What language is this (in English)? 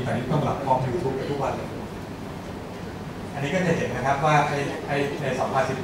Thai